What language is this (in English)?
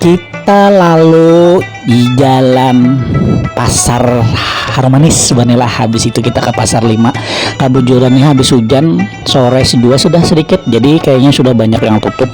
Banjar